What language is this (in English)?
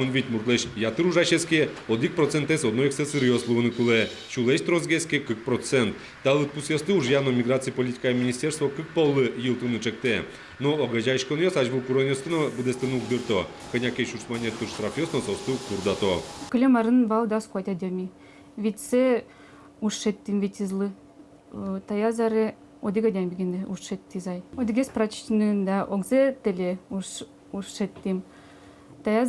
Udmurt